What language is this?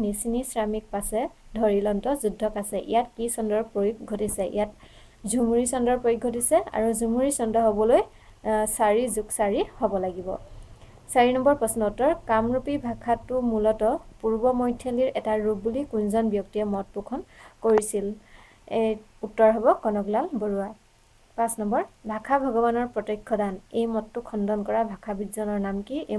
Assamese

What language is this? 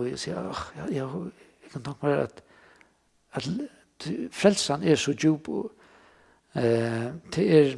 Faroese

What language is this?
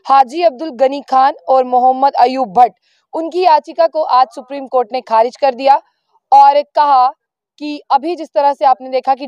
Hindi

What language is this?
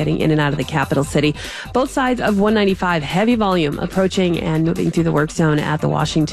English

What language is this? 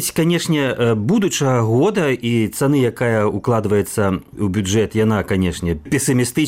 Belarusian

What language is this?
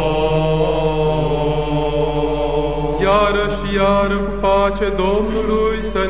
Romanian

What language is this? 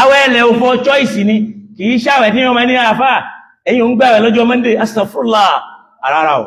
Yoruba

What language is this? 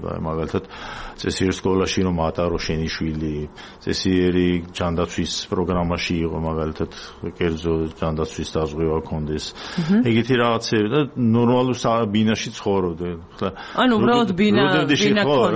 Georgian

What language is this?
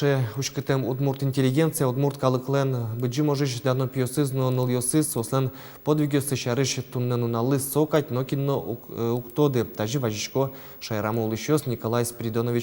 Udmurt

